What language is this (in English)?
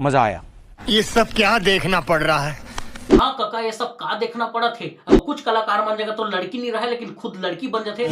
Chhattisgarhi